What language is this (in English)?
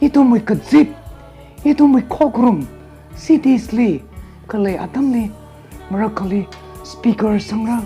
Tangkhul Naga (India)